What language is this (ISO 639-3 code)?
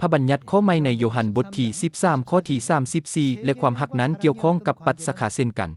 lao